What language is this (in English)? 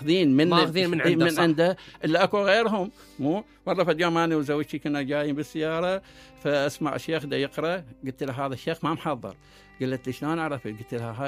Mesopotamian Arabic